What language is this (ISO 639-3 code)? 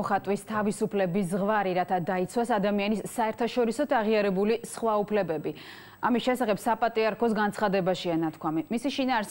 kat